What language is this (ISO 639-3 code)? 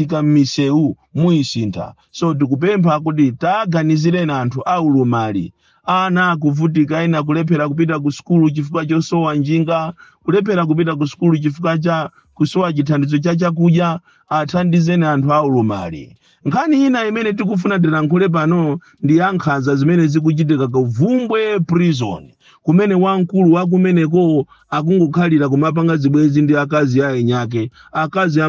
nya